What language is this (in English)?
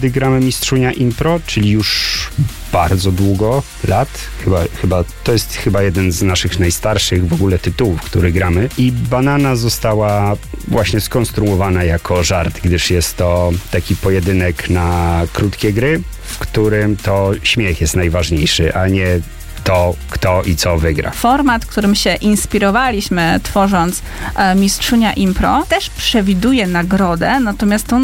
Polish